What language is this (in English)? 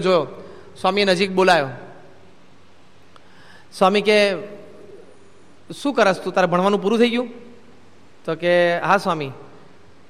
Gujarati